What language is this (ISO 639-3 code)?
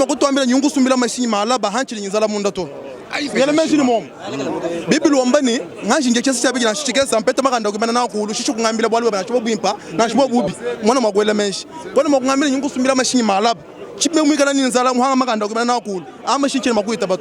lua